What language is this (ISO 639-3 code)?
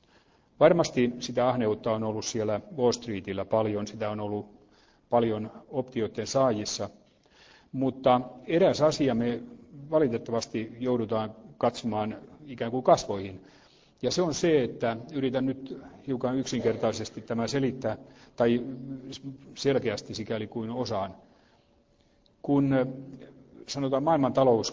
fin